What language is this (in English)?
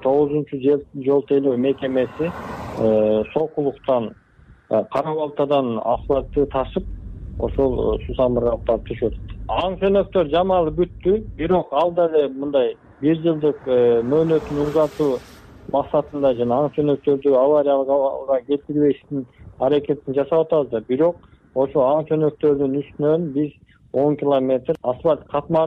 Kyrgyz